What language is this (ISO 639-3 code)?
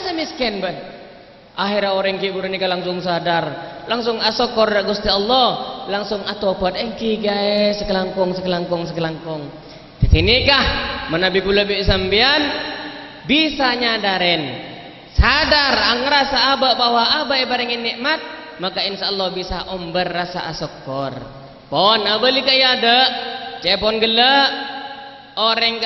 mad